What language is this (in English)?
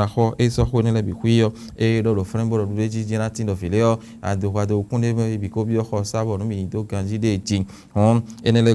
Fon